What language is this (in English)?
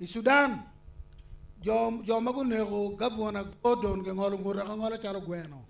Acoli